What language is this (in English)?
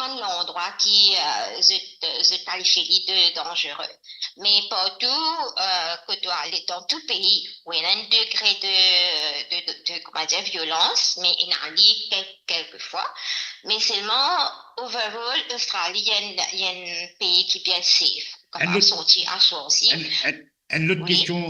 Morisyen